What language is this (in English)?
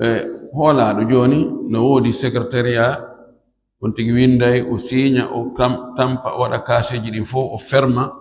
Fula